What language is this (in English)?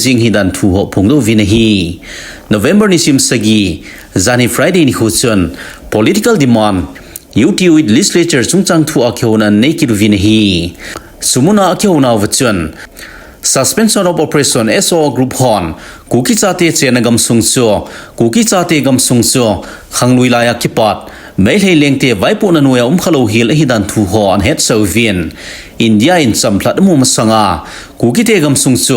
Thado Chin